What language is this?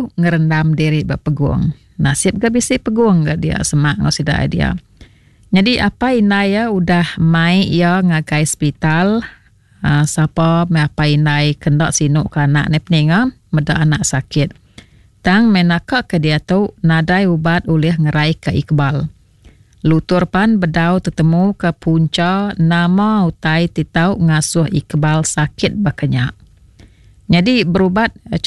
Iban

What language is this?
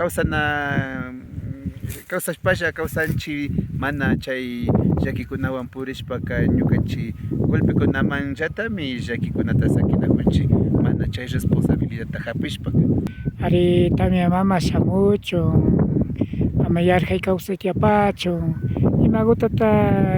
Imbabura Highland Quichua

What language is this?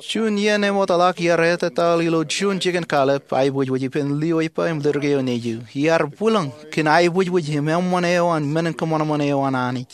Marshallese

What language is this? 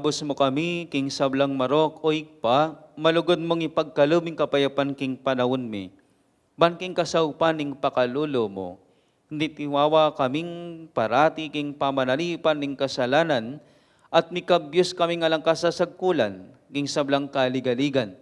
Pampanga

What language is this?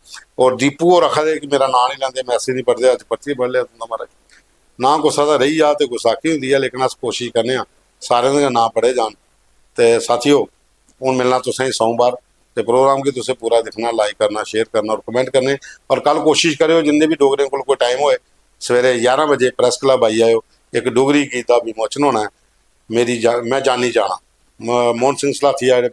Dogri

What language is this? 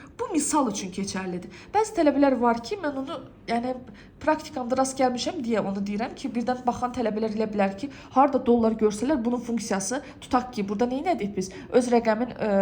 Azerbaijani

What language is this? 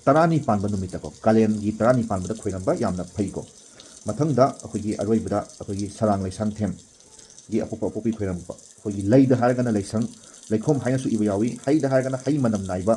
Manipuri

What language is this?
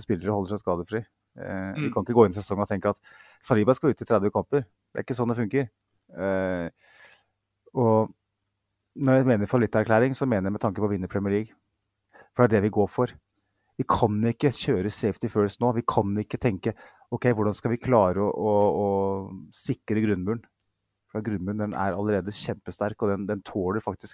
Norwegian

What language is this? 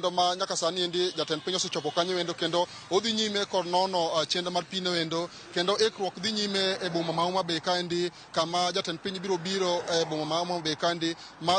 Luo (Kenya and Tanzania)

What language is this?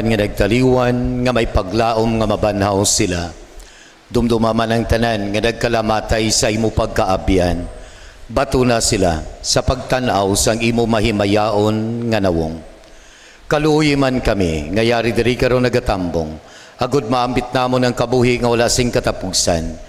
Hiligaynon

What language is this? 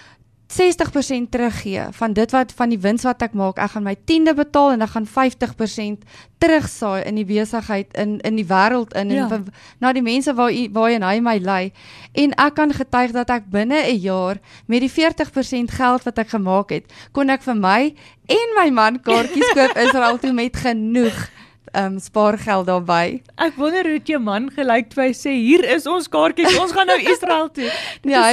Afrikaans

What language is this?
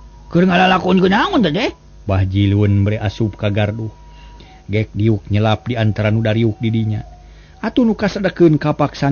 Sundanese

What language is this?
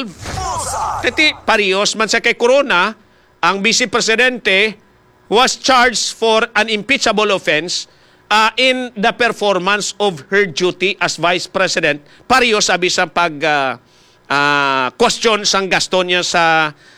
Hiligaynon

